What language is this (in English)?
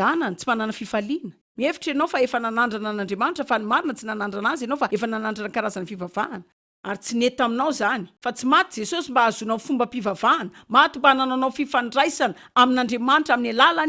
Malagasy